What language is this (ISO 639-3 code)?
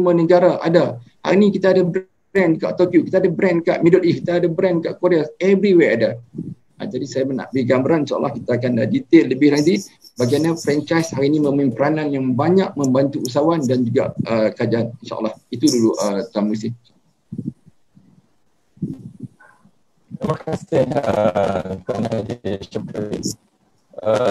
msa